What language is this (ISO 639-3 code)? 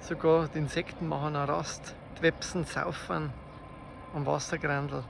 bar